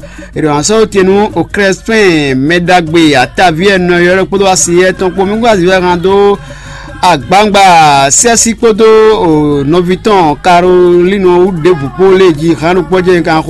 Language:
Fon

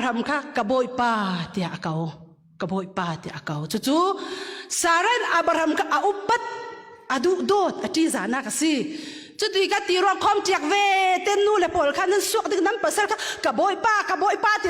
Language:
Falam Chin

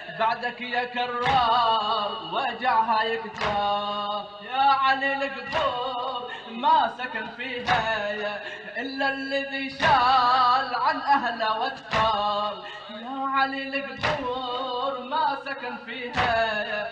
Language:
Arabic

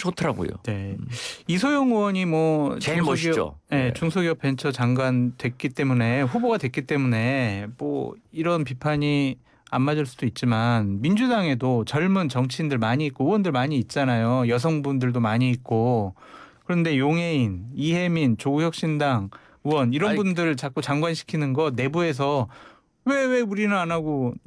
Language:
Korean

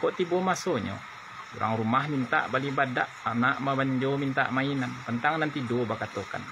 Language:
Minangkabau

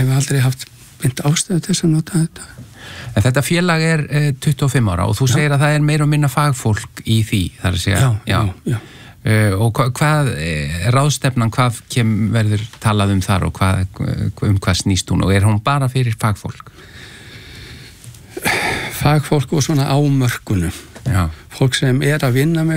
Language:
Icelandic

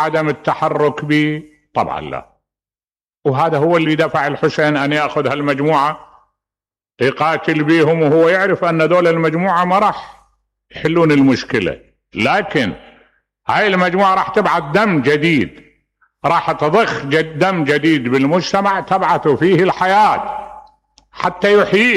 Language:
Mesopotamian Arabic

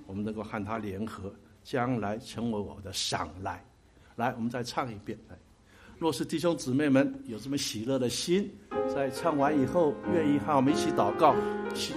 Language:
Chinese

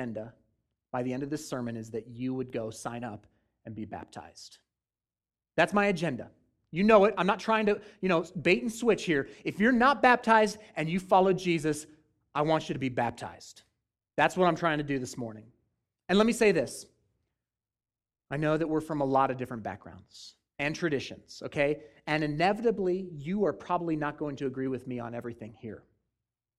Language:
English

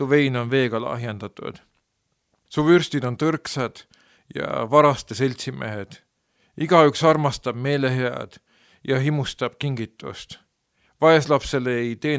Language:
Estonian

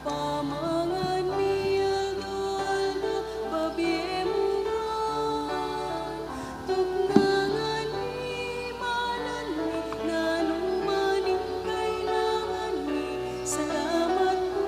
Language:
Pampanga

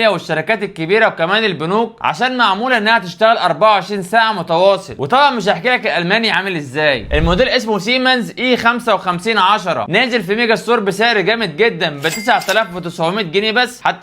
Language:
Egyptian Arabic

